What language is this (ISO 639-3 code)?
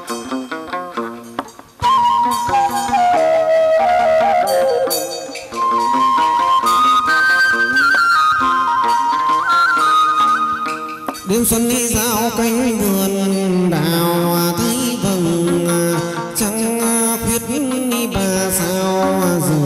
vie